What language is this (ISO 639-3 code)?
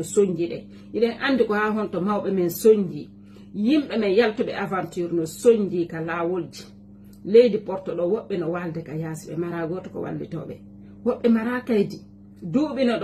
ful